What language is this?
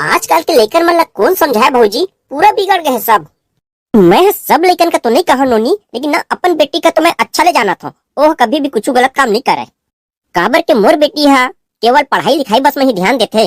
Chhattisgarhi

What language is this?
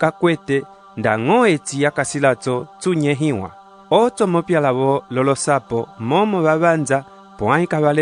Umbundu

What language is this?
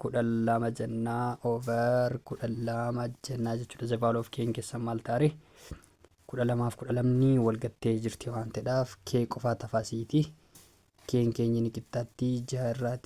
Oromo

